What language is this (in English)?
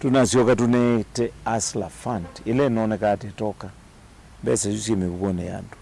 Kamba